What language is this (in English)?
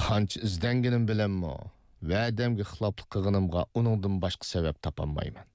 Uyghur